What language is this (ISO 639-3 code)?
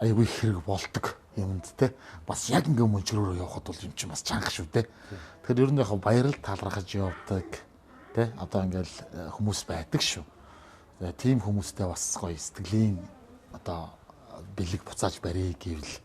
mon